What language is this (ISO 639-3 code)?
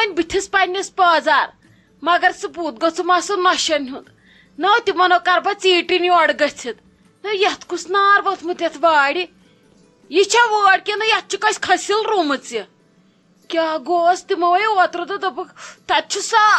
kas